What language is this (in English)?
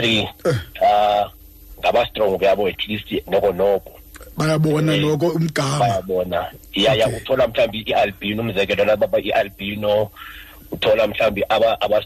Xhosa